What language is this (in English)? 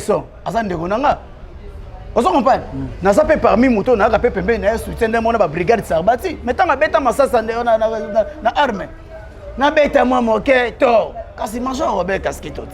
Lingala